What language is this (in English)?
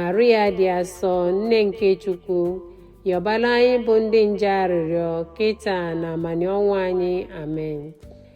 Igbo